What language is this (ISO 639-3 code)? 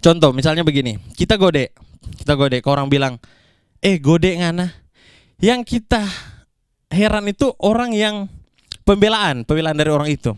xmm